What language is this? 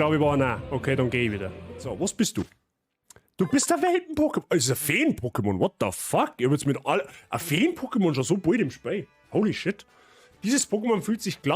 Bavarian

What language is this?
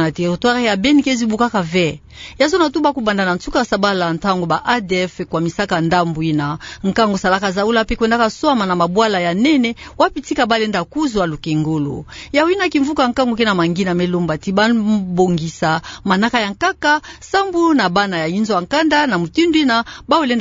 Kituba (Democratic Republic of Congo)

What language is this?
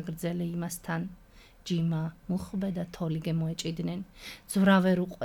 Georgian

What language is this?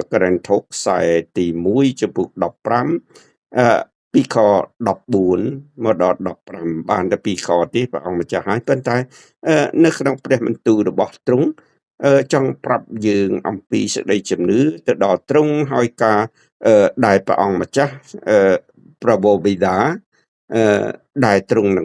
Khmer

